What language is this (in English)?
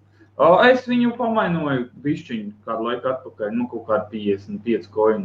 Latvian